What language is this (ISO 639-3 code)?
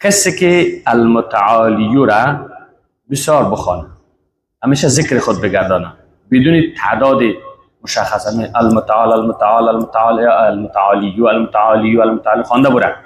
fas